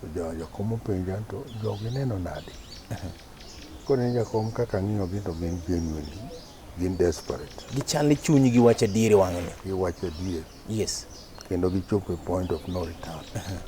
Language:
Luo (Kenya and Tanzania)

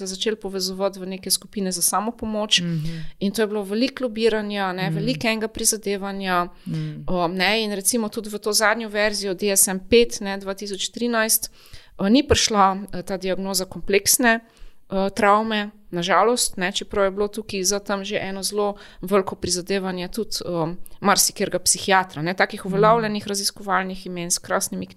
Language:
Slovenian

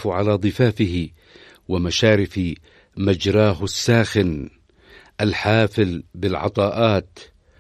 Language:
Arabic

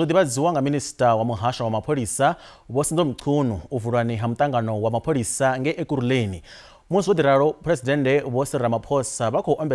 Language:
Venda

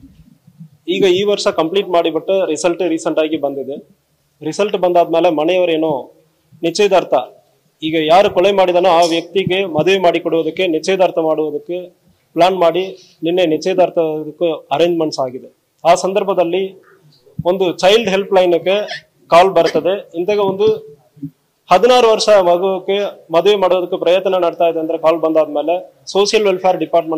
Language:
Kannada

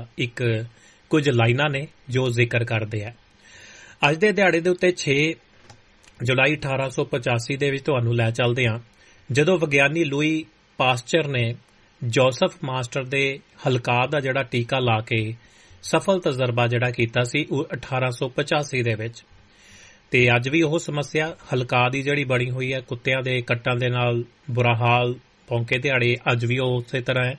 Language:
Punjabi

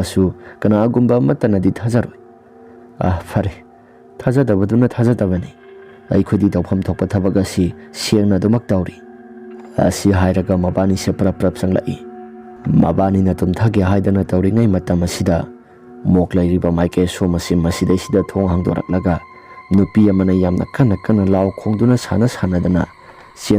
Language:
Manipuri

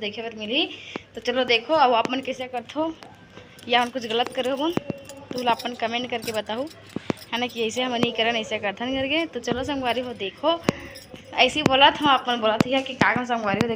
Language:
Chhattisgarhi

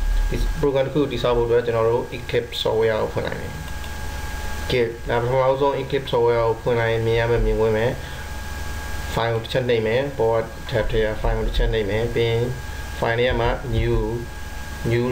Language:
Burmese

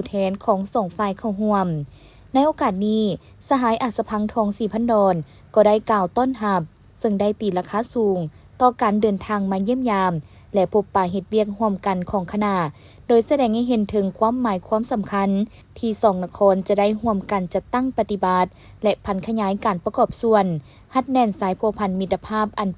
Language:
Lao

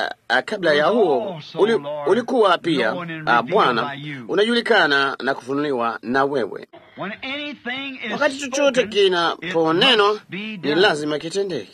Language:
Swahili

